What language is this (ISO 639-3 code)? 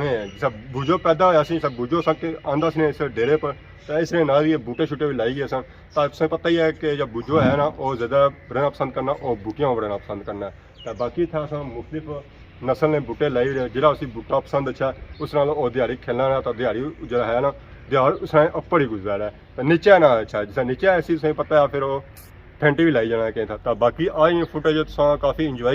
phr